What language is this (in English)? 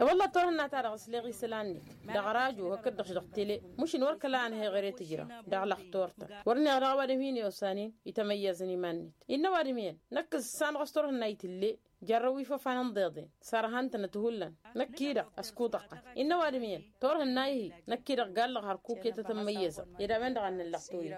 Tamasheq